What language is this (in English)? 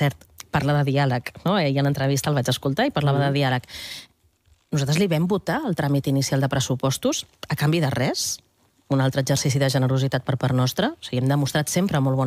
Catalan